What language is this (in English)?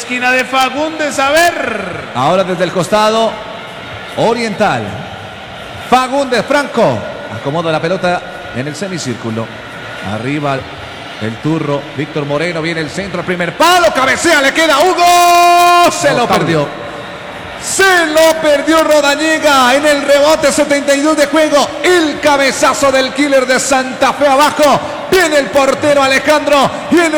Spanish